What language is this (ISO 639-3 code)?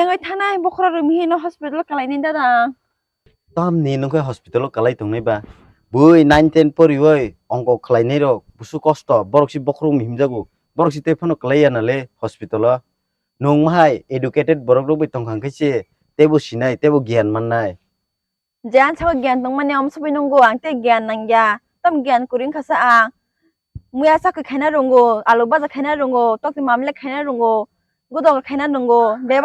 trp